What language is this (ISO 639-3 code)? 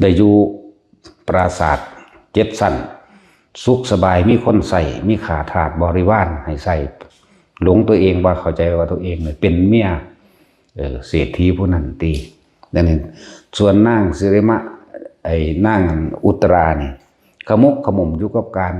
tts